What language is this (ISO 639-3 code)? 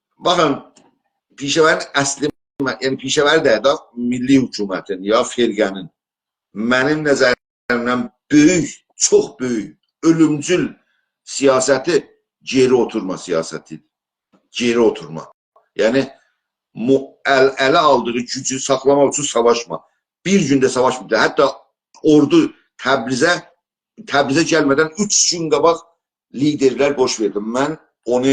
azb